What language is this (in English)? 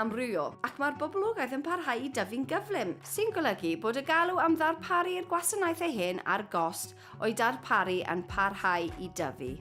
Welsh